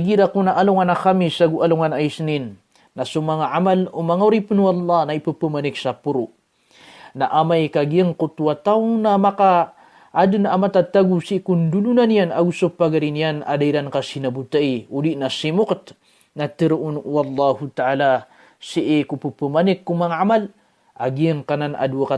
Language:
Maranao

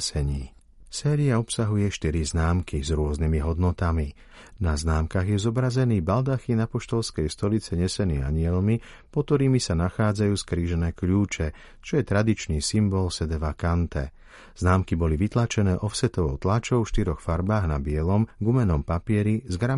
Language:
Slovak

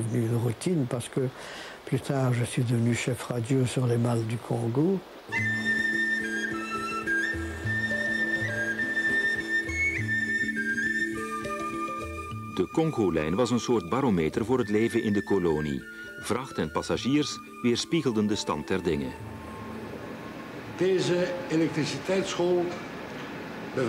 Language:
Dutch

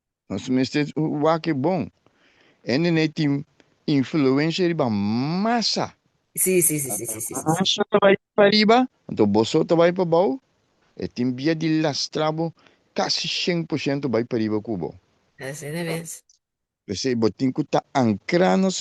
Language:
Papiamento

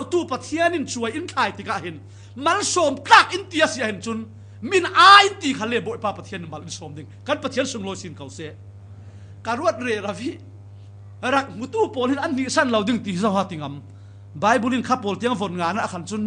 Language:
Falam Chin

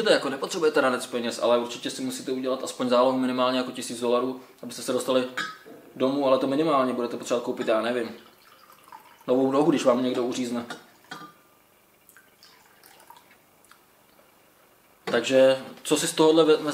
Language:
Czech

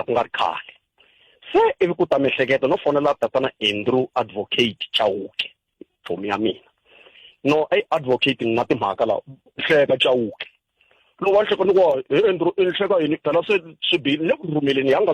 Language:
Tsonga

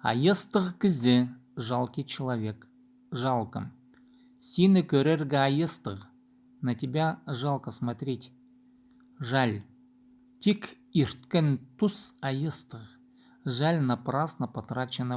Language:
Khakas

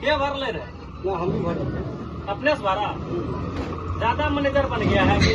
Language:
Magahi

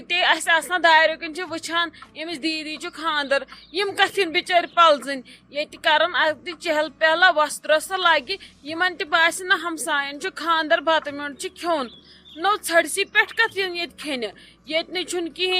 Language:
Kashmiri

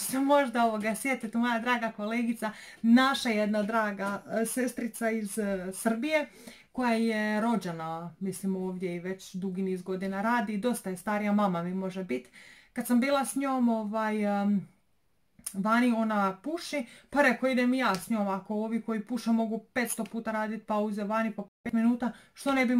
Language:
Croatian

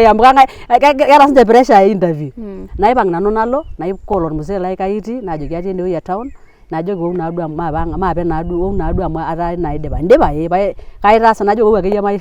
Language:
Masai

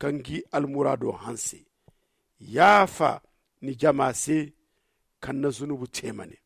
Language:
Zarma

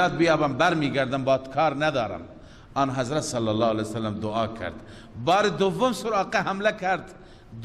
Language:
Persian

